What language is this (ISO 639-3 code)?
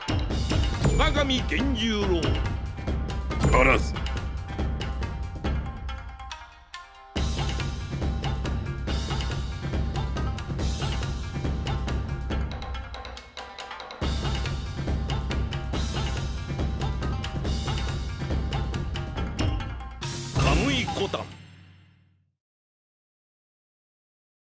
jpn